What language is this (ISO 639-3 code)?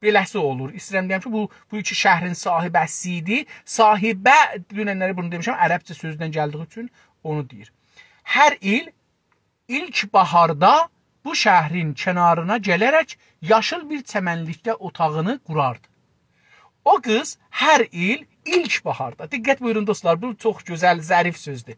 azb